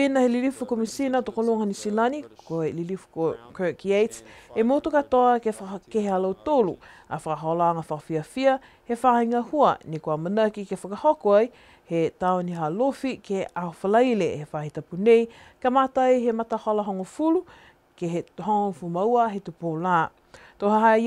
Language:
Niuean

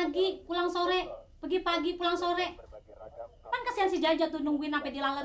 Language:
Betawi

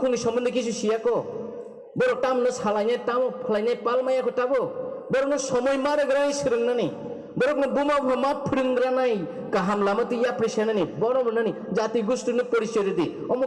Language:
Kok Borok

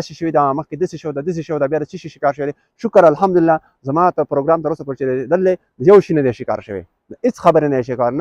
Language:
Pashto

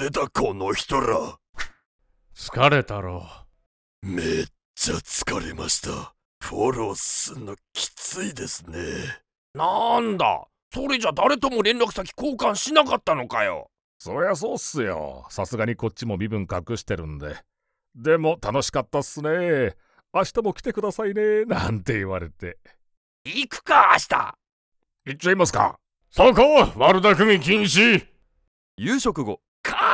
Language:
Japanese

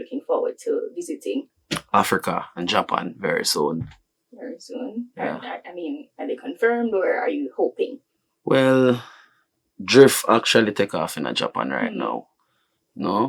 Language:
Jamaican Creole English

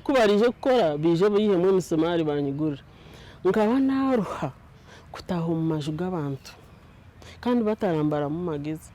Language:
Nyankole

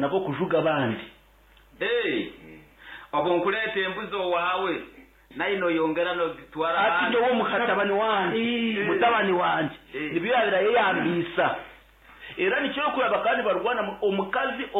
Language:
Nyankole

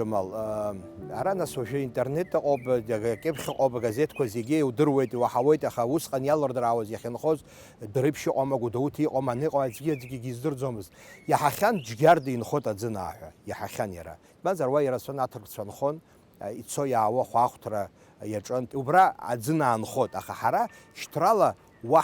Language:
Abkhazian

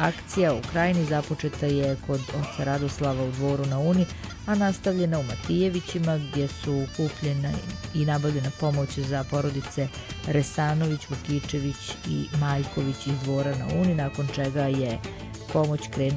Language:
Serbian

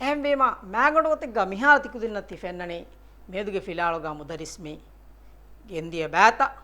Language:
Divehi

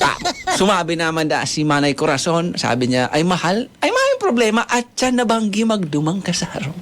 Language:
Bikol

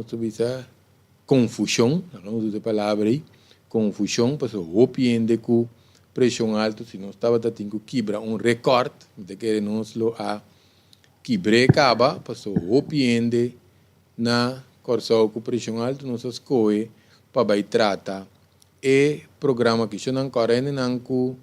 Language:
Papiamento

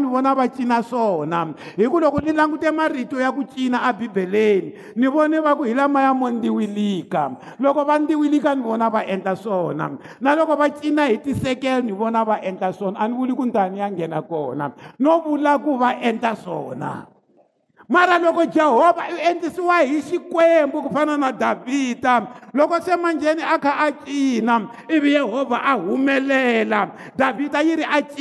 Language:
Tsonga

